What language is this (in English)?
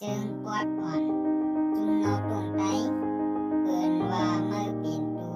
Shan